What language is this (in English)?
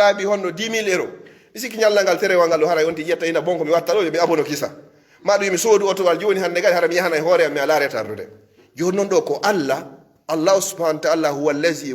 Pular